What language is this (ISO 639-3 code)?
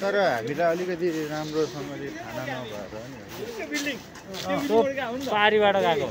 nep